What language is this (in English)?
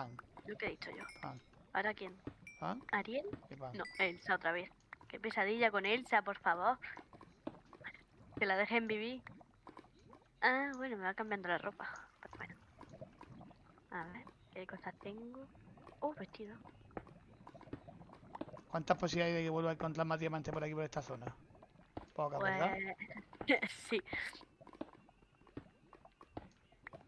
Spanish